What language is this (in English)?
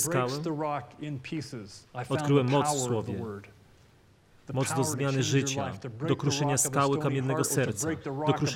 Polish